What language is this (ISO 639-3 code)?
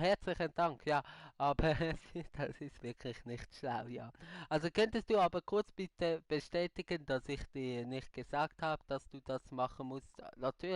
gsw